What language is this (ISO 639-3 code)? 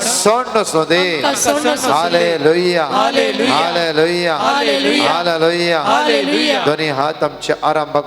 kok